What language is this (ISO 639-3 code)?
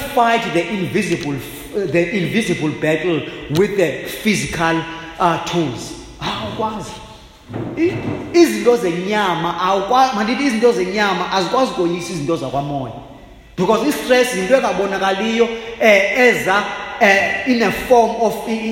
xho